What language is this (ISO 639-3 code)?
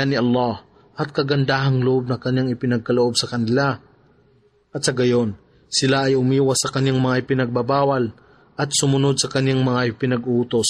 fil